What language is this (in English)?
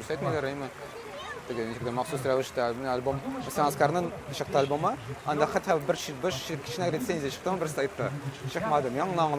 Tatar